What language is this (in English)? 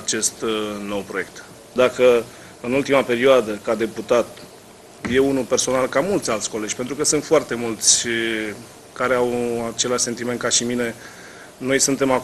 Romanian